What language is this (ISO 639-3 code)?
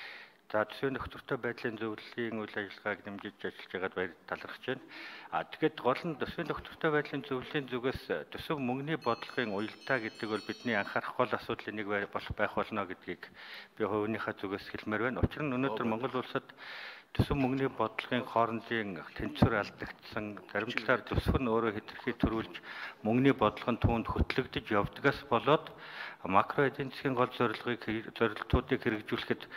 mon